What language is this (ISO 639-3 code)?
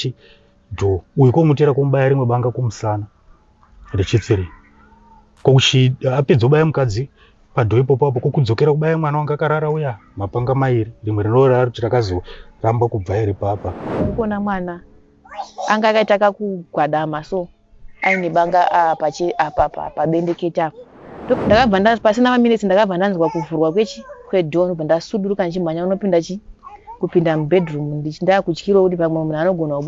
sna